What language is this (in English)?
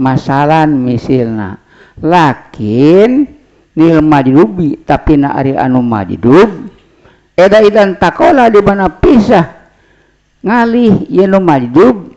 Sundanese